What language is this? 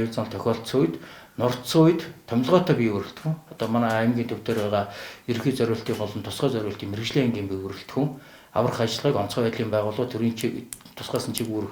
Mongolian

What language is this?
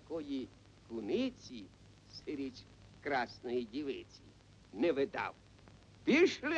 Ukrainian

